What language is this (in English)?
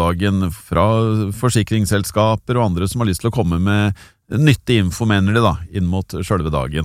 Norwegian